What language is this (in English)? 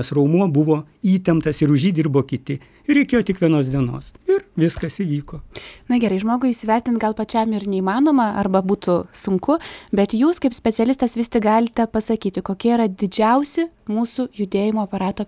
Lithuanian